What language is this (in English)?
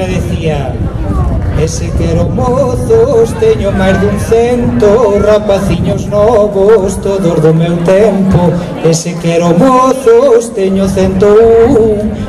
Galician